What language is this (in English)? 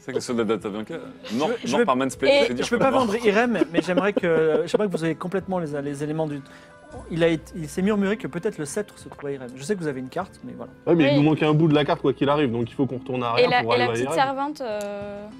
French